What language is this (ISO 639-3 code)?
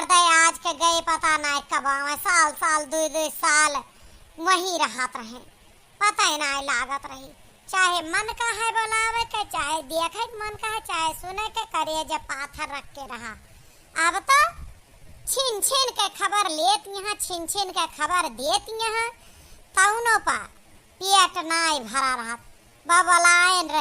awa